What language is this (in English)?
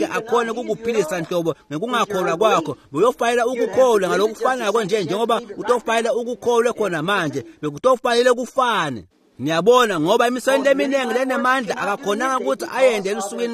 Swati